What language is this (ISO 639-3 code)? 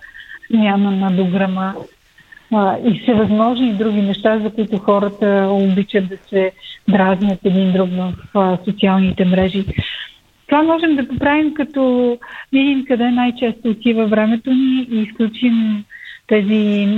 bul